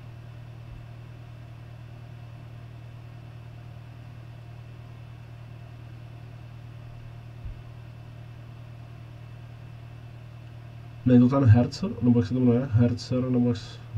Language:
Czech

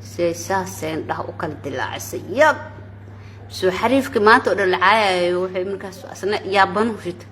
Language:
Somali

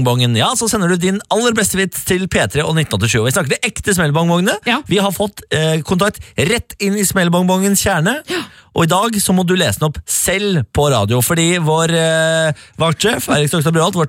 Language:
Norwegian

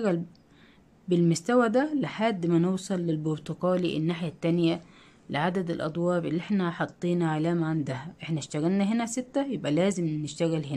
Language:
Egyptian Arabic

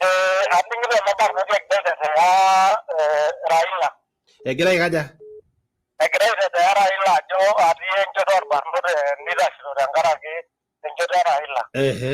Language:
Masai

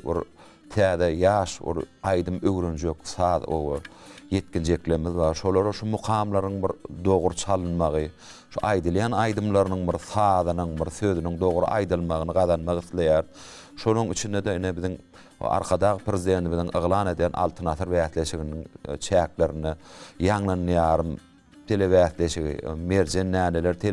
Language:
Turkmen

